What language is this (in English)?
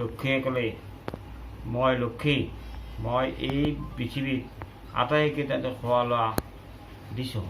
Assamese